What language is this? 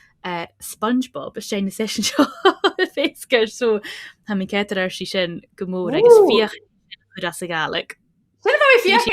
Scottish Gaelic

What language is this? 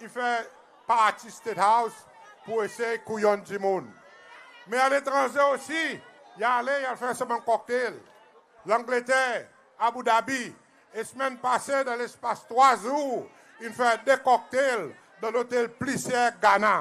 Seselwa Creole French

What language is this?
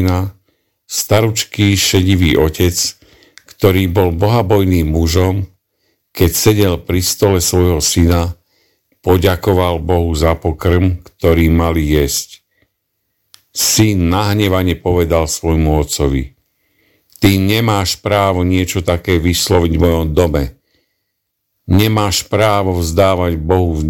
Slovak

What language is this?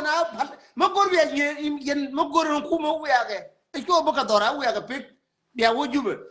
Nuer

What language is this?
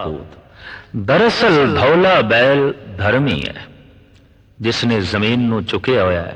Punjabi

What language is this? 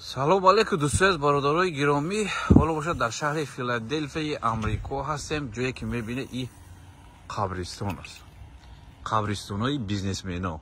Tajik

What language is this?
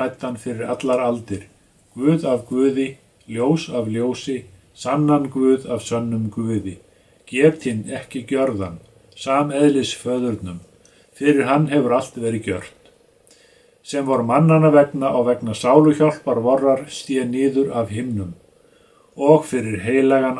Icelandic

